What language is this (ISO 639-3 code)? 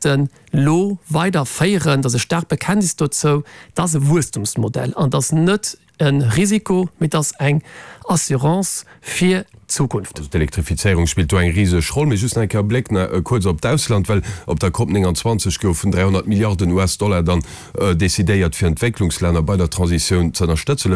ltz